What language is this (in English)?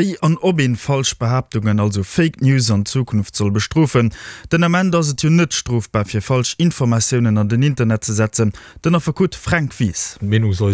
Luxembourgish